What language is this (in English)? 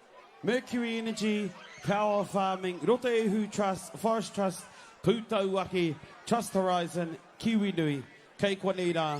Māori